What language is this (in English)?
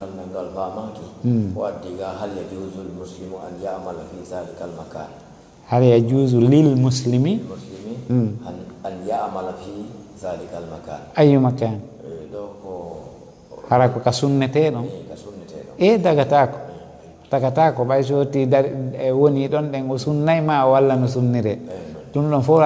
Fula